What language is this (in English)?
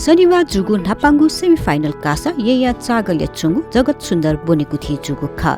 Newari